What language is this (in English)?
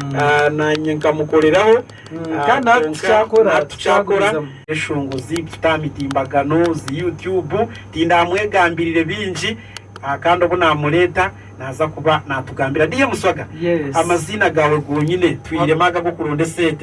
Nyankole